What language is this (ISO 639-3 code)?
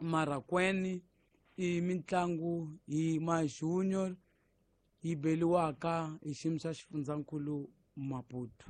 tso